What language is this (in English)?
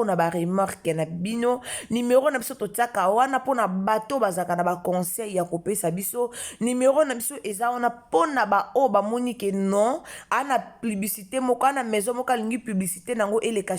Lingala